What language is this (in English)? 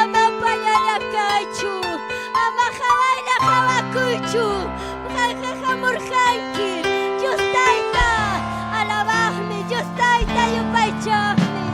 Ayacucho Quechua